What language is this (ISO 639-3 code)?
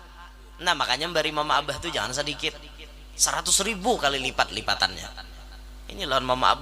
bjn